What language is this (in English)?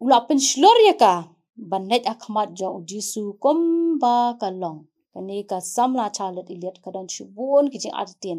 Khasi